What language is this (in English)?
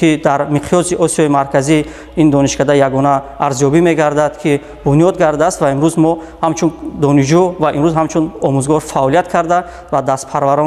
Tajik